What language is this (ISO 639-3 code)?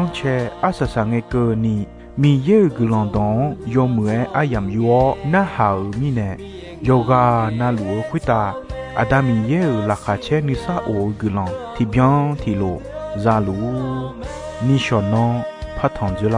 ahk